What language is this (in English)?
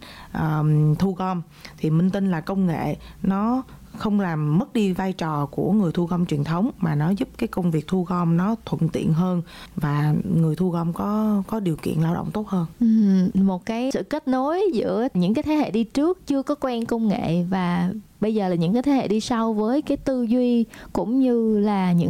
Vietnamese